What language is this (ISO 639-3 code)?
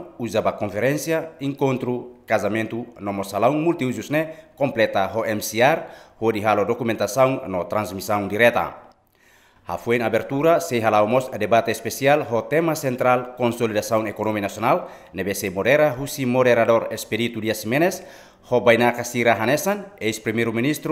tet